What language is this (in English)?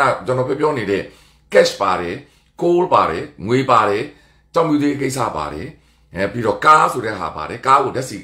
Burmese